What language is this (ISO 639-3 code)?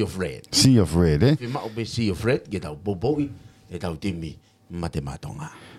ton